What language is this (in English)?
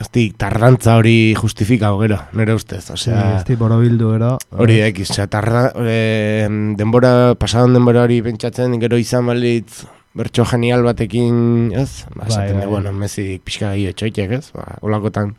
Basque